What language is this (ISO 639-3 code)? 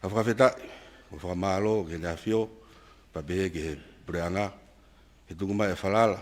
ton